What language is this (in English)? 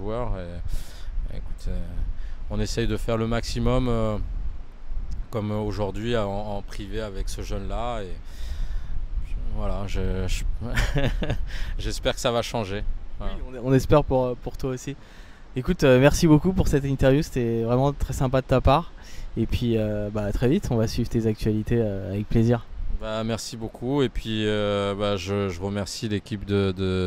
French